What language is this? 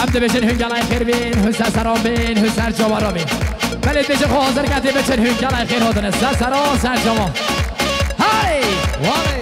Kurdish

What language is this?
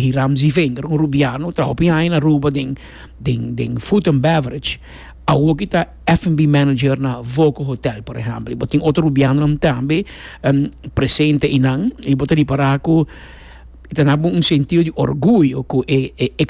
Papiamento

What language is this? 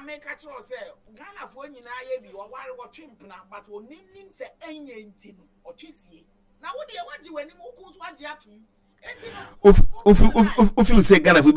Akan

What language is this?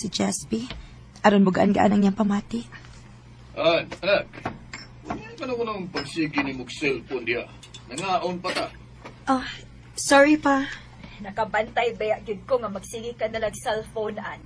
Cebuano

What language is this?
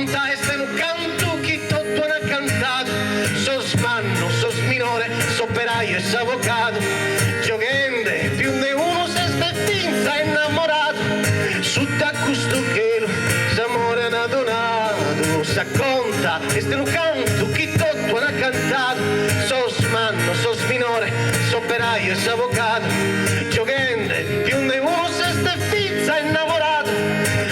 Sardinian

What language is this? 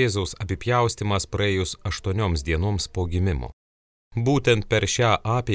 Lithuanian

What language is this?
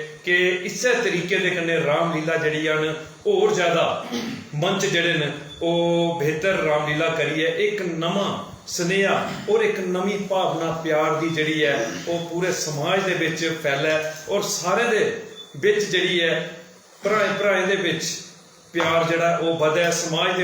Dogri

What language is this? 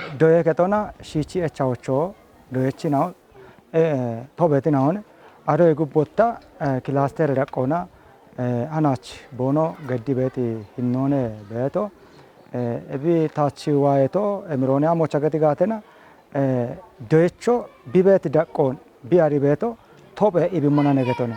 Kafa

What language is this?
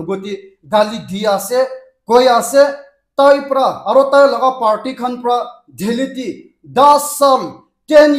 Naga Pidgin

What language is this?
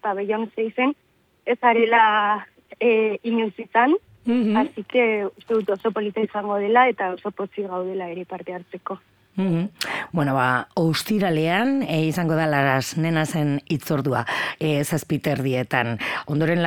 Basque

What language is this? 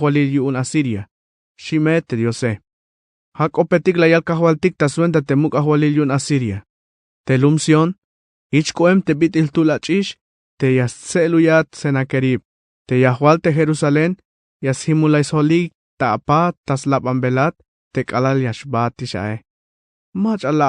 Tzeltal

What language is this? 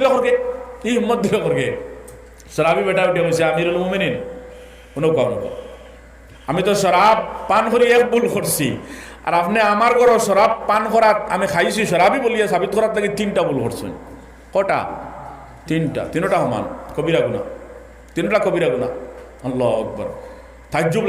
Sylheti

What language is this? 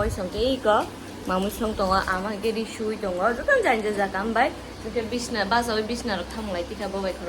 Kok Borok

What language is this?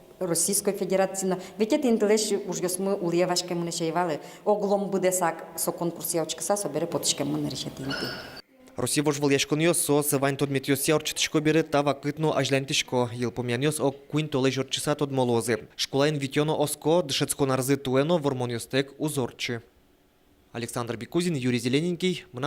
Udmurt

